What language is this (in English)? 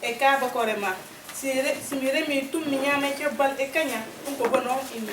Fula